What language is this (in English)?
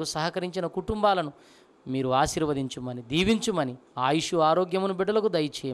Telugu